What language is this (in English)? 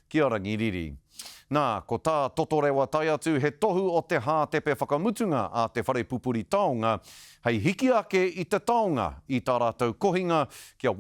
Māori